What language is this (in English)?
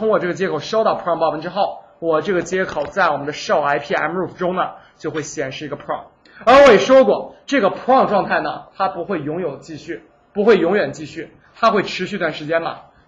Chinese